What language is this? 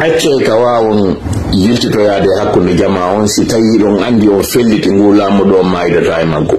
Fula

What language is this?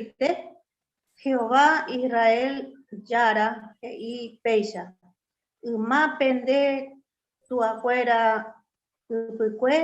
Guarani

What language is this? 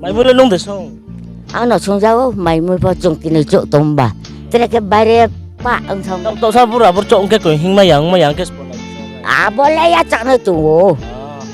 Riang (India)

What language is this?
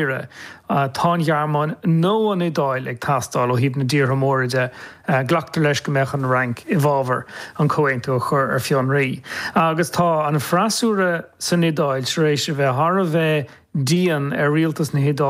Irish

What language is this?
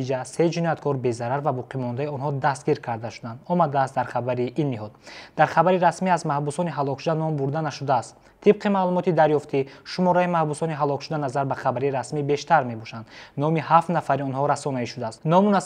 Tajik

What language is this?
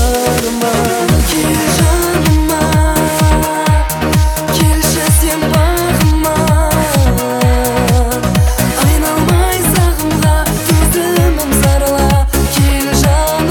Kazakh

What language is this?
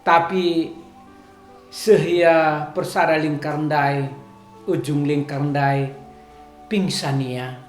Batak Karo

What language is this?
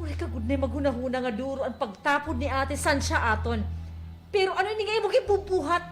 Waray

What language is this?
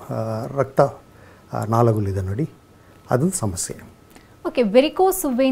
Kannada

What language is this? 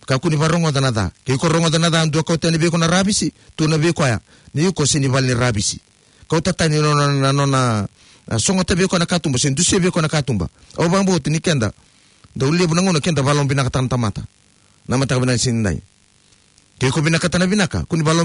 Fijian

